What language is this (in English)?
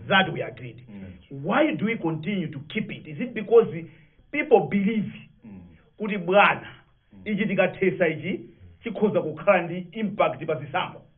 Nyanja